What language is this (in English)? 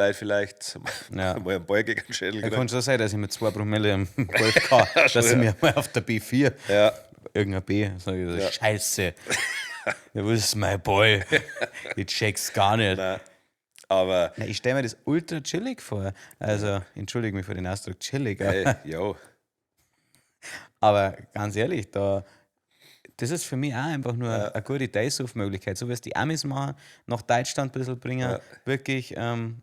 Bavarian